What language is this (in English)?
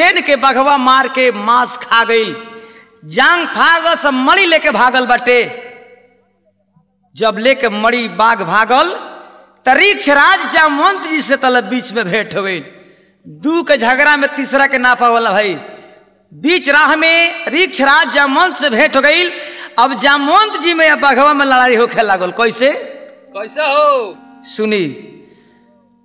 Bhojpuri